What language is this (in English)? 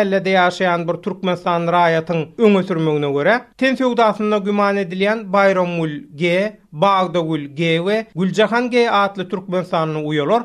Turkmen